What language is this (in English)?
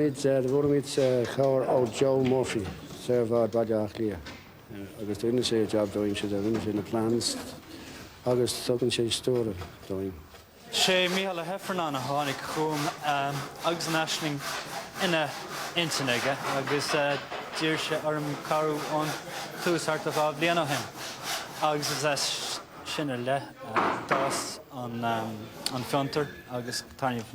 Irish